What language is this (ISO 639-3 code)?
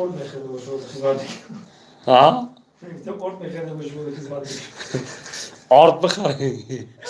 tgk